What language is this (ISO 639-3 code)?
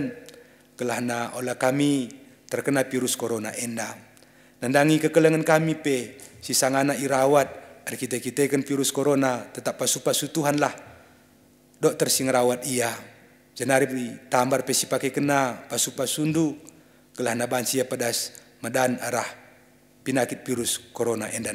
btx